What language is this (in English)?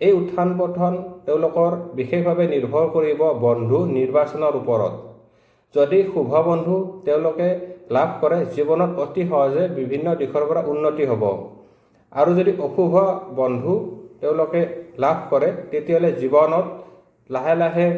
Assamese